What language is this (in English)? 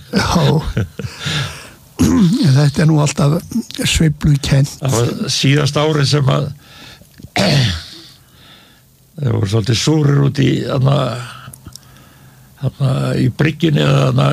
Icelandic